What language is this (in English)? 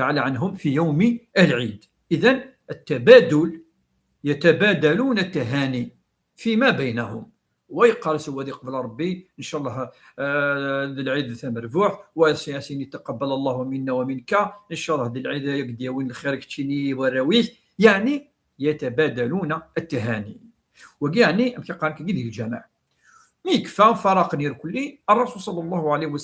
Kabyle